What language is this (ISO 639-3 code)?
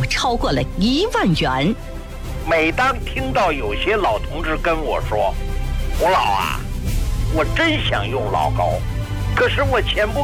zho